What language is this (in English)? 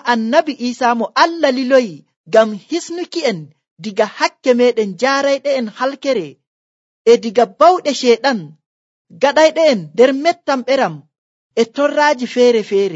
Nigerian Fulfulde